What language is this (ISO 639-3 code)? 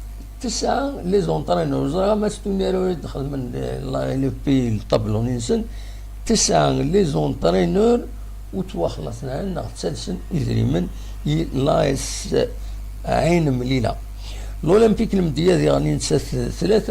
kab